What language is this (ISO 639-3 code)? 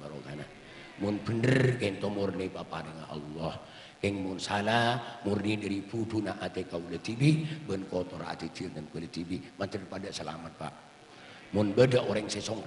mad